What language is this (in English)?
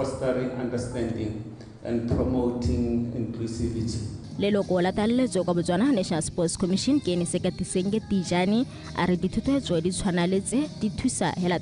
Tswana